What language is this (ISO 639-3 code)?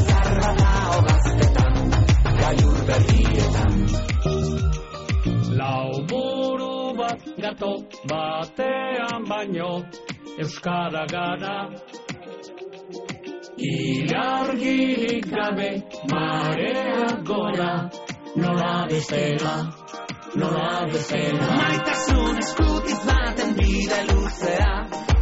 eus